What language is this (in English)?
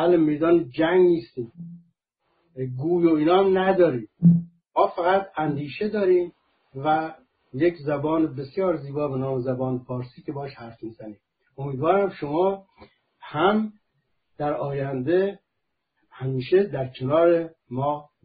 Persian